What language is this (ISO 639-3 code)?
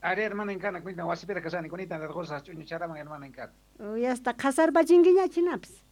quh